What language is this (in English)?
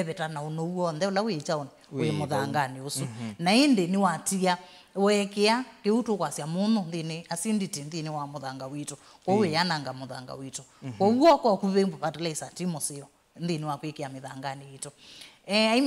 Kamba